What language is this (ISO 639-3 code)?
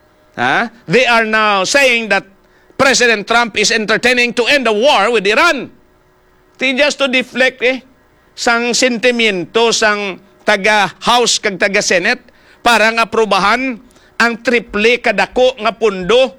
hil